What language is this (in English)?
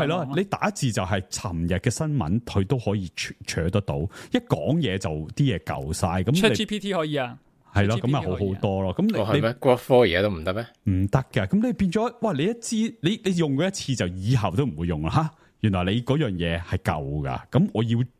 Cantonese